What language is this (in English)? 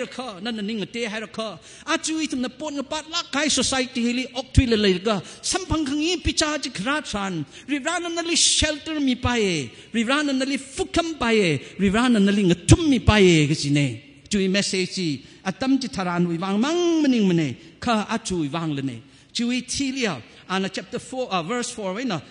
Tangkhul Naga (India)